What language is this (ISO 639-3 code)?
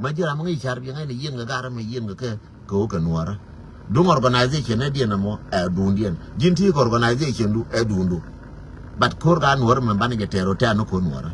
nus